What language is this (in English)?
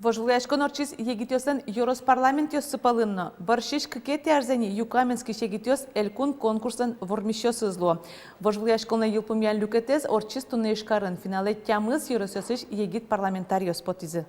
Udmurt